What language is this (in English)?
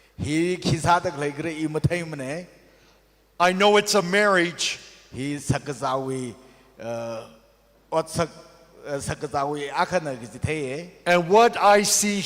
Tangkhul Naga (India)